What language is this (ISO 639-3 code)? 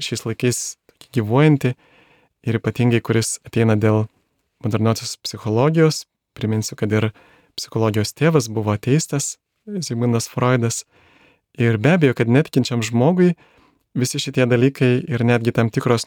lit